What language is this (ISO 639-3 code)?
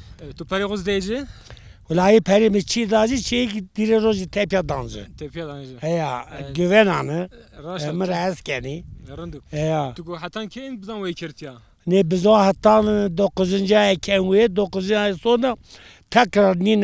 zza